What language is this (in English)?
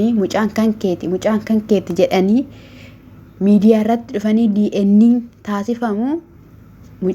Oromo